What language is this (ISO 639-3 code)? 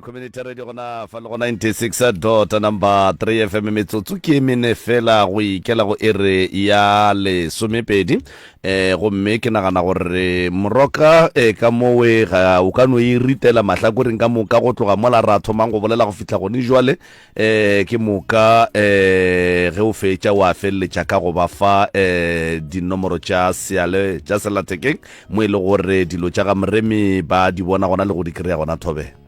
nso